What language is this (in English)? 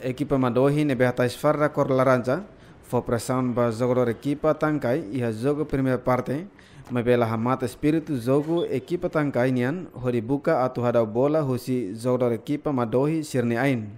Tetum